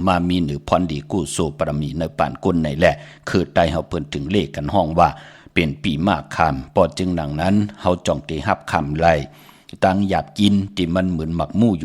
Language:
Shan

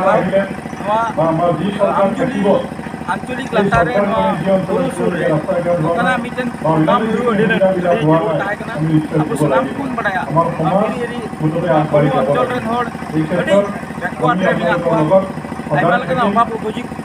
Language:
Santali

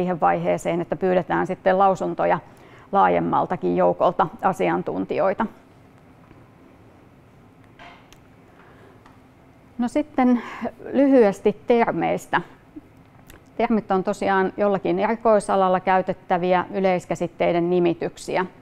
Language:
Finnish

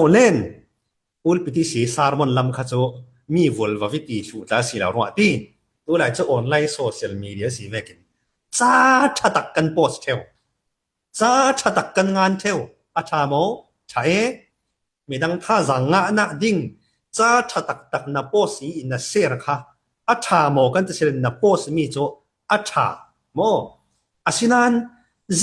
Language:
Falam Chin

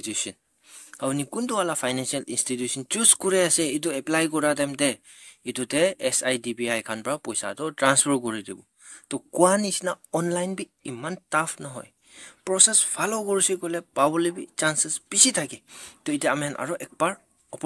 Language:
Naga Pidgin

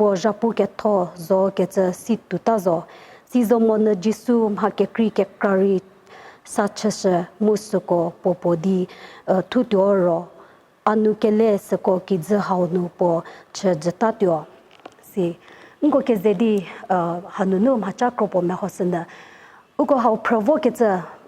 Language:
Angami Naga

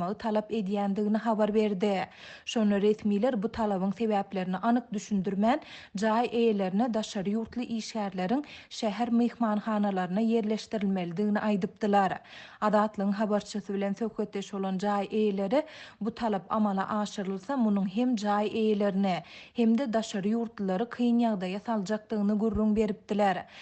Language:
Turkmen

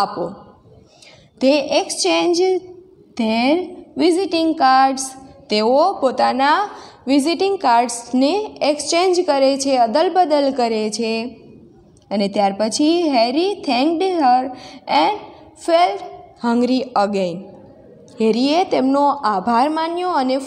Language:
Gujarati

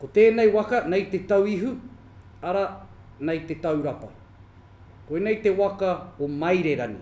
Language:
Māori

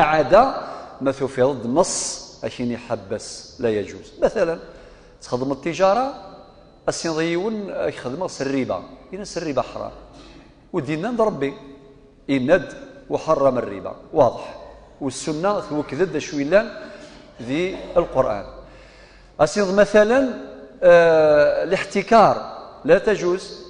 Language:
Kabyle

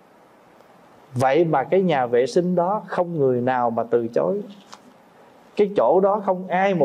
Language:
Vietnamese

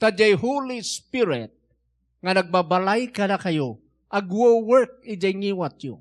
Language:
Iloko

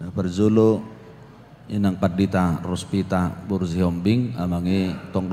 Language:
Batak Toba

